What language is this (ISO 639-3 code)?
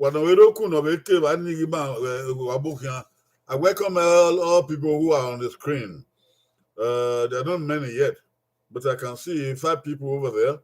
bin